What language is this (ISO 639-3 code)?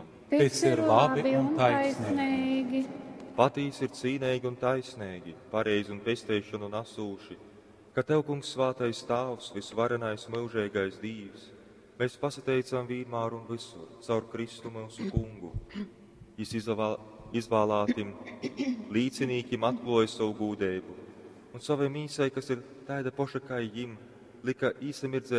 ltg